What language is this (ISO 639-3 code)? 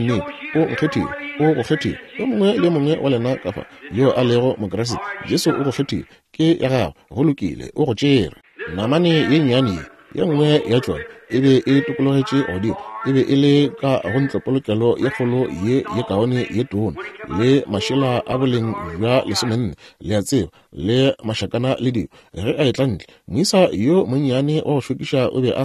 nso